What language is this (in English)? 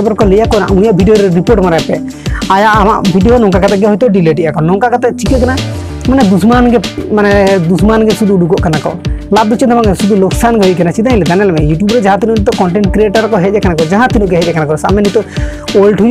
Santali